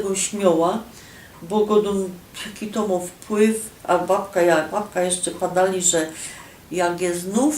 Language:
Silesian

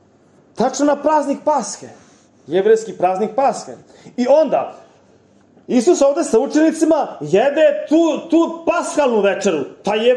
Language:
Serbian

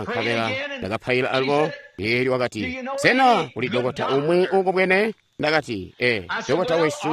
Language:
Tonga (Zambia)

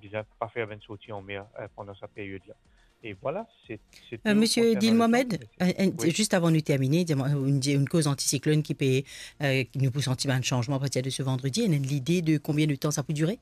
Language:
Morisyen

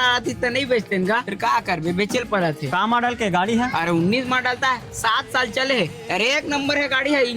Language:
Chhattisgarhi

